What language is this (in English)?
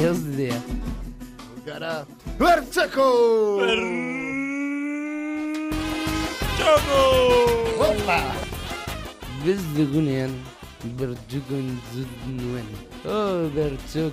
Basque